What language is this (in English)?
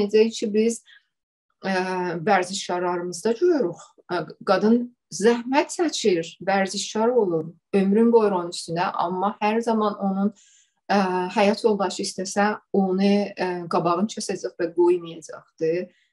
South Azerbaijani